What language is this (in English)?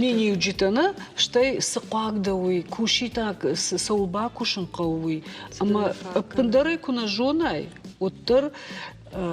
Ossetic